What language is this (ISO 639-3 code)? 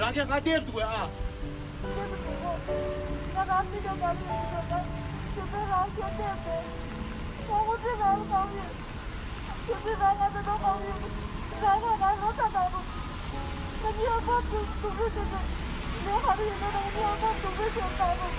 bod